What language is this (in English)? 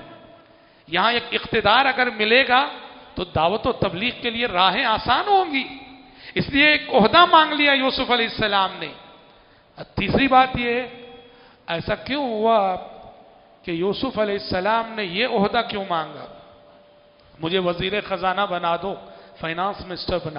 Urdu